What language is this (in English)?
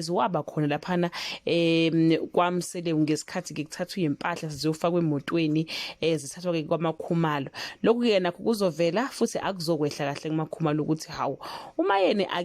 Zulu